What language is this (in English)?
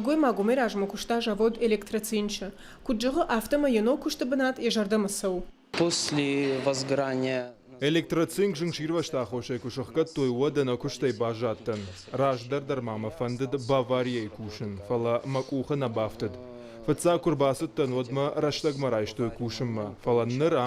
Ossetic